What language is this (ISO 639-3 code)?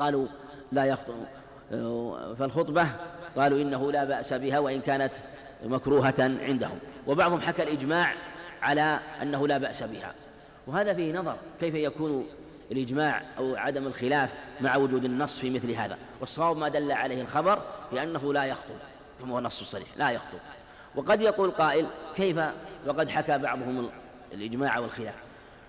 ara